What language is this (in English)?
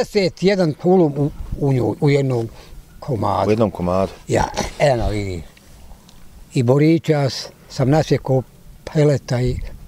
Bosnian